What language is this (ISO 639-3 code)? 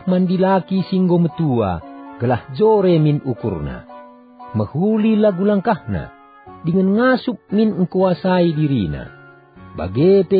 btx